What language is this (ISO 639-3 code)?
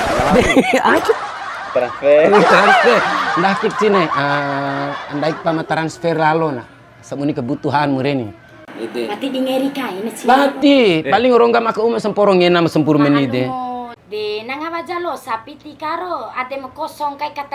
bhp